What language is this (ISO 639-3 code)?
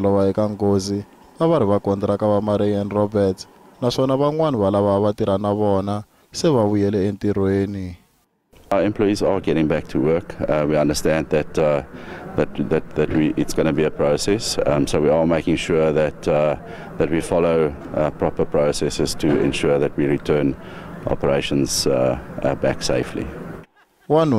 tso